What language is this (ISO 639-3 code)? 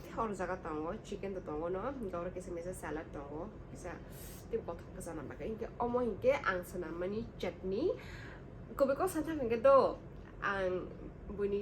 trp